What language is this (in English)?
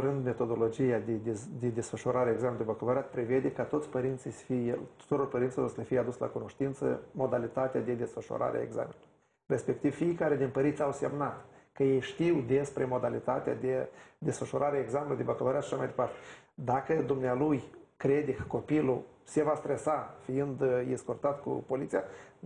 Romanian